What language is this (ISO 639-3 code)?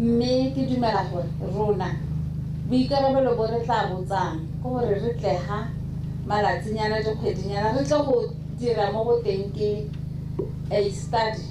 tsn